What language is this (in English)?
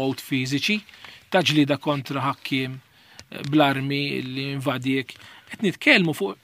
Maltese